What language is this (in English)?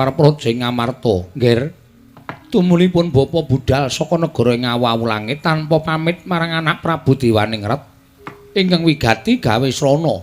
Javanese